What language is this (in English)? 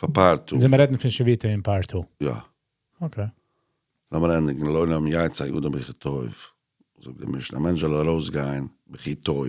Yiddish